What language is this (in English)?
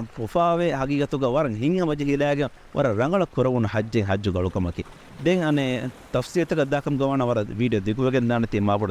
Divehi